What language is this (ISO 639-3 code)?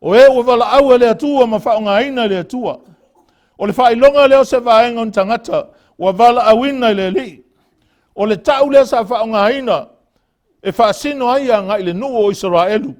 smo